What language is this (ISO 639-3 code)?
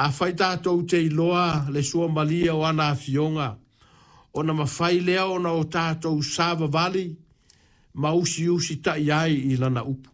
smo